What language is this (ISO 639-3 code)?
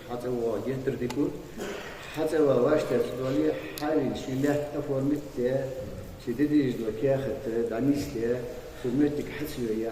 inh